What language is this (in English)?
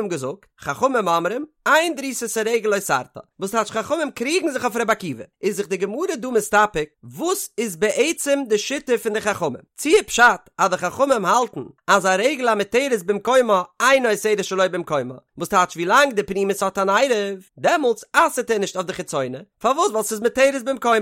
Yiddish